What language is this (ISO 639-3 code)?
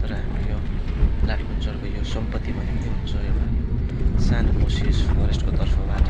nep